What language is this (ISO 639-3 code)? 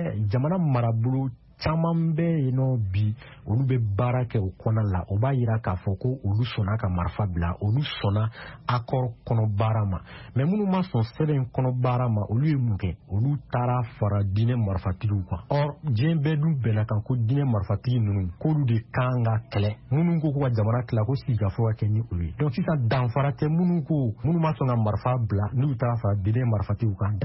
bam